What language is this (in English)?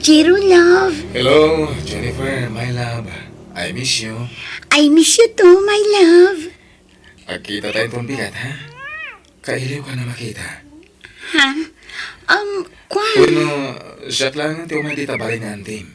Iloko